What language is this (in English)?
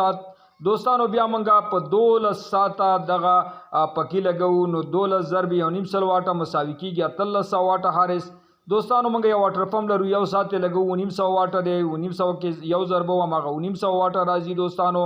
Pashto